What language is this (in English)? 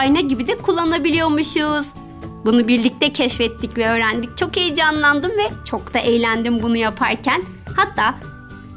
Turkish